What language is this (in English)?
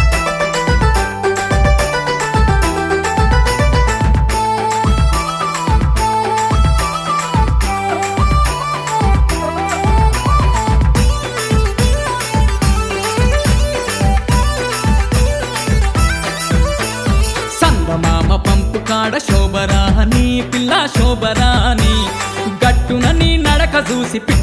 Telugu